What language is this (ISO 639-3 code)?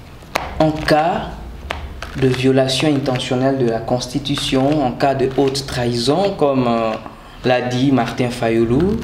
fra